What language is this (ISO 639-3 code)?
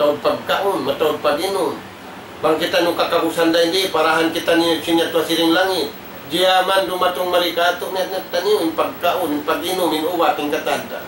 tsg